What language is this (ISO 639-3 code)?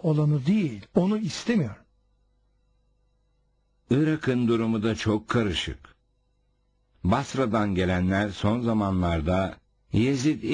tur